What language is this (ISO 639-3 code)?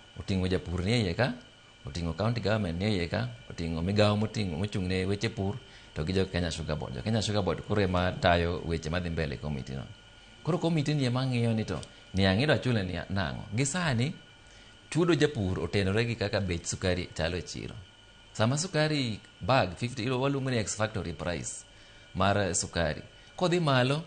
luo